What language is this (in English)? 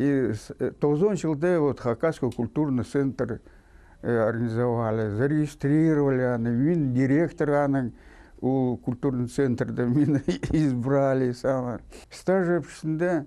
Khakas